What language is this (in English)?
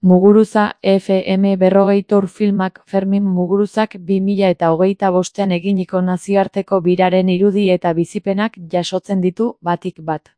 Basque